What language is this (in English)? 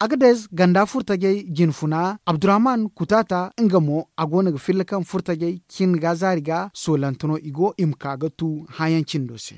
Zarma